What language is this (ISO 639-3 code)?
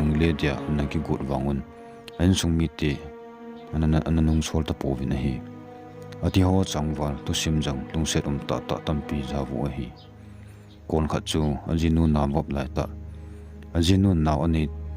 tcz